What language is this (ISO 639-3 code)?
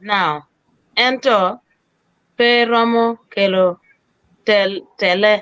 ach